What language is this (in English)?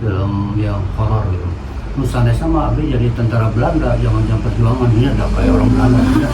Sundanese